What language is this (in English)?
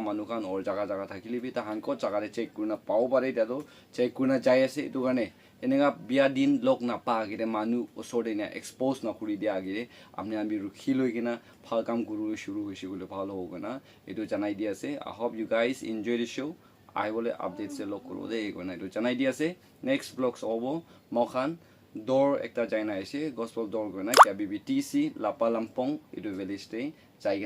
Naga Pidgin